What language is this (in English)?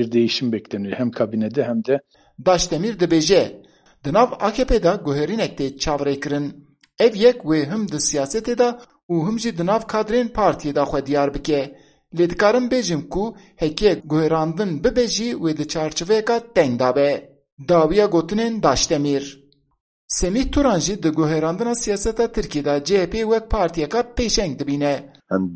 Kurdish